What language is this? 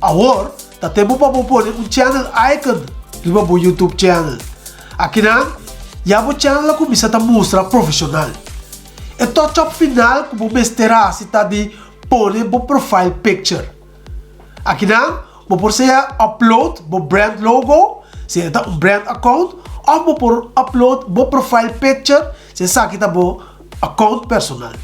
Papiamento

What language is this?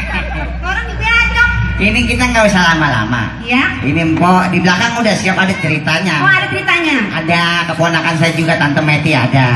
Betawi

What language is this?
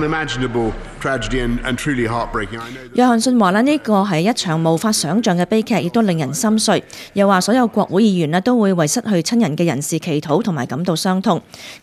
Cantonese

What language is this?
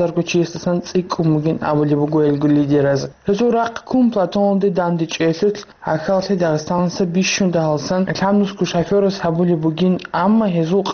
Avaric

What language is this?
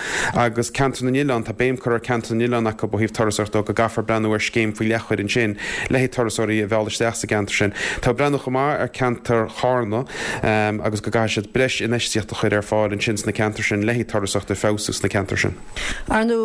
Irish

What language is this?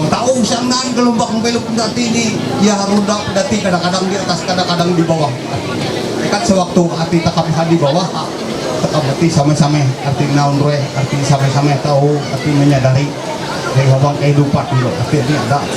Ma'anyan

